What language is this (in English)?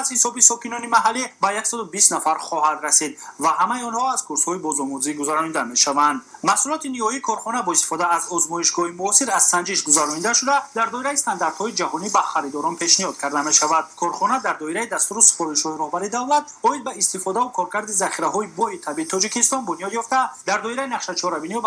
Tajik